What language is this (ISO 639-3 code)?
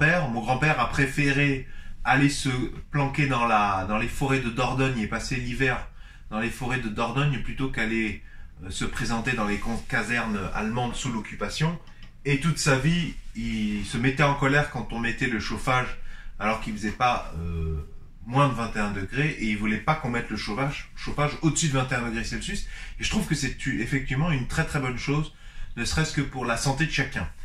fra